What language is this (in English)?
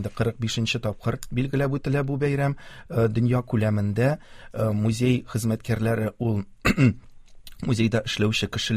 Tatar